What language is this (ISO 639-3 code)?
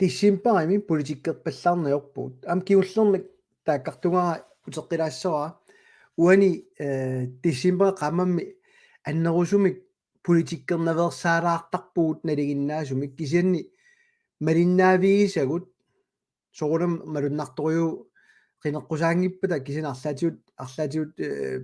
kal